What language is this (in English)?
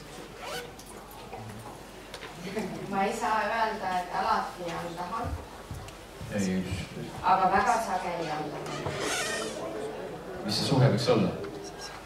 Estonian